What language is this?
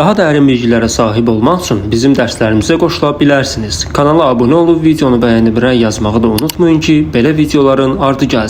Azerbaijani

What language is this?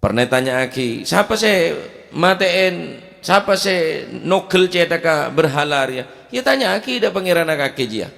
Madurese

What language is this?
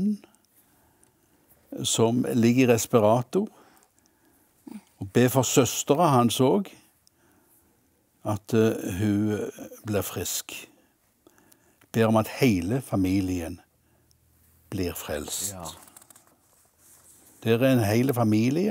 Norwegian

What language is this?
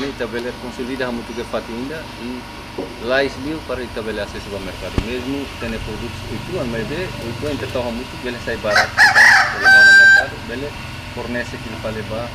Tetum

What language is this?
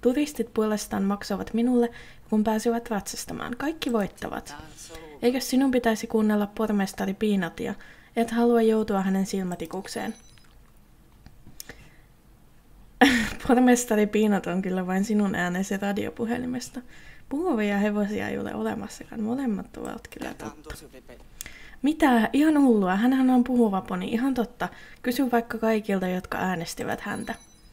Finnish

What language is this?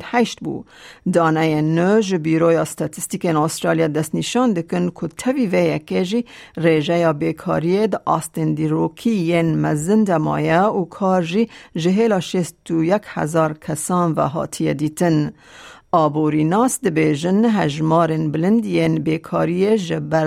Kurdish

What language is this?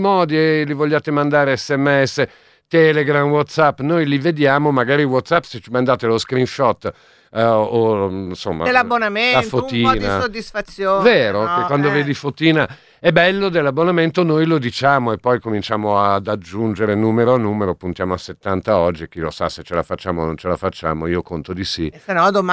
Italian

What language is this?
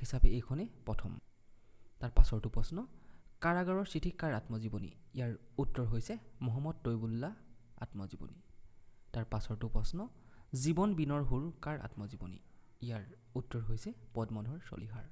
Assamese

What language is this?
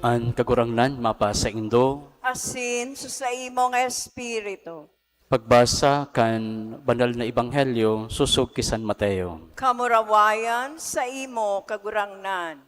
Bikol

